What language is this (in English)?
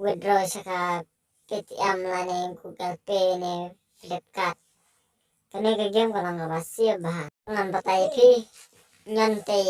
Khasi